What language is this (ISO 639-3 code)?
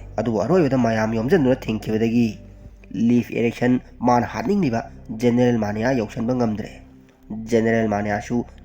mni